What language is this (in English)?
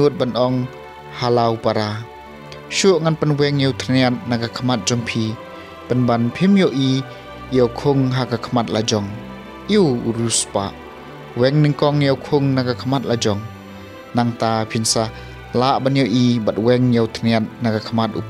Khasi